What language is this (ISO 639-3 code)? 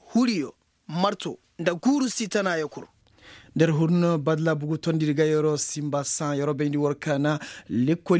ses